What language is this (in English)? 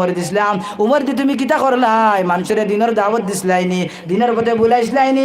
Sylheti